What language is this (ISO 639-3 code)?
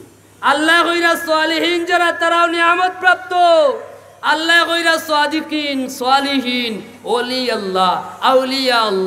syl